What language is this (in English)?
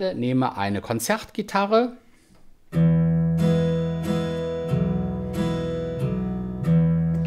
German